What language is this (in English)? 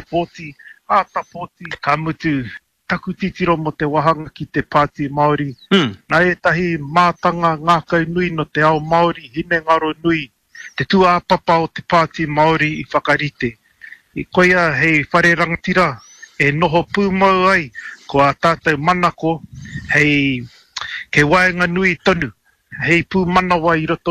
Māori